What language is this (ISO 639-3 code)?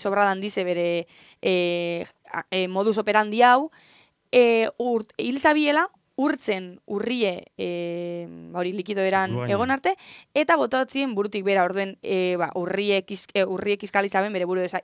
eus